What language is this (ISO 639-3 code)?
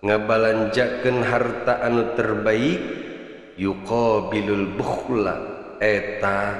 sun